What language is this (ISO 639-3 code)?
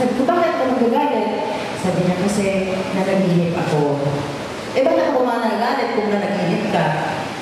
fil